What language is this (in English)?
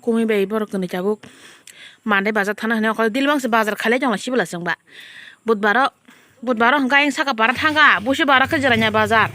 Kok Borok